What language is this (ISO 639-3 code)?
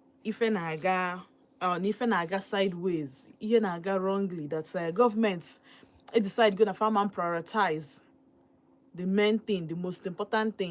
ibo